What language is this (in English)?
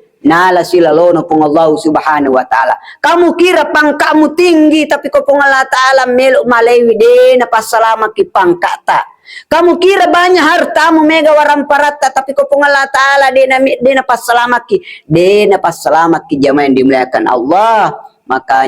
Buginese